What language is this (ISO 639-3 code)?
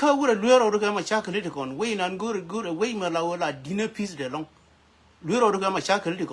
nus